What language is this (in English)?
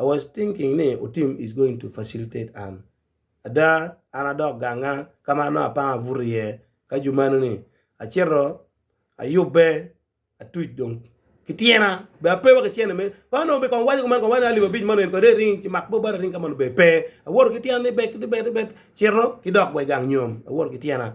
Acoli